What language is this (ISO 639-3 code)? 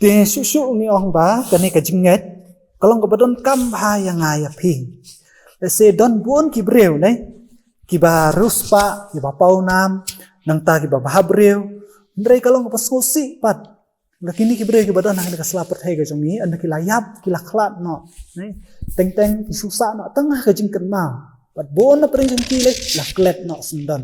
kha